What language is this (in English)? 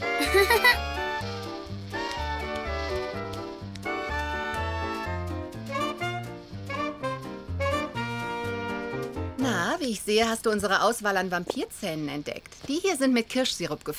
German